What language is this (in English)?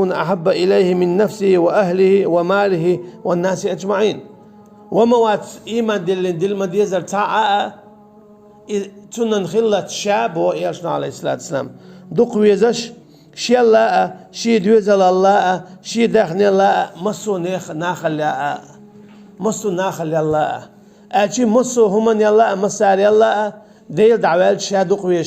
Chechen